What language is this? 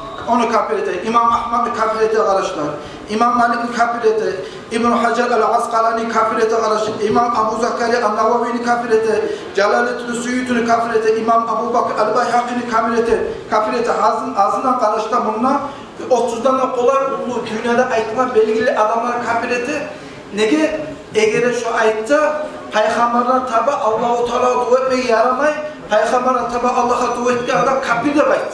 Kumyk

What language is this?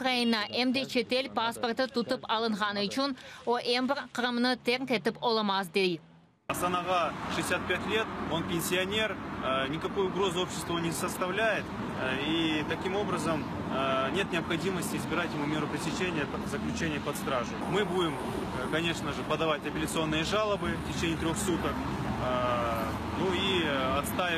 Crimean Tatar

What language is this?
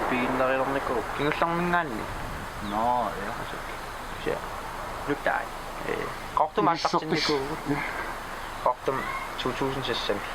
Kalaallisut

